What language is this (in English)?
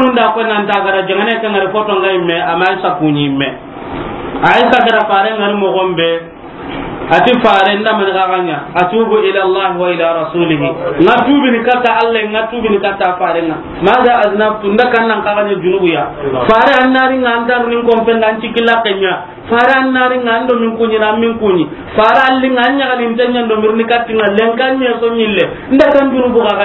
Soninke